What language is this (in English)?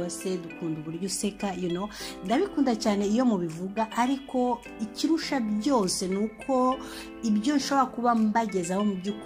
Kinyarwanda